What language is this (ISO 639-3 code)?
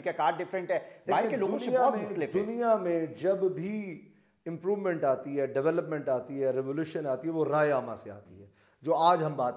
urd